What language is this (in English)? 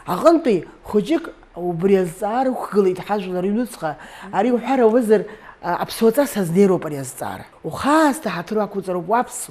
Abkhazian